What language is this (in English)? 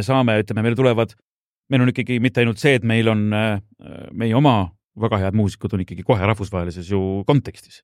Estonian